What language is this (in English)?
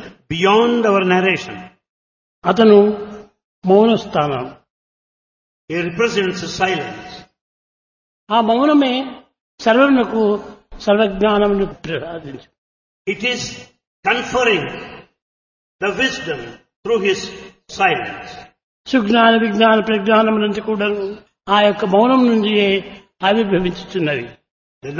Telugu